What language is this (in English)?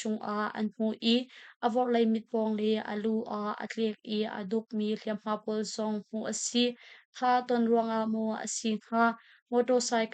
Hakha Chin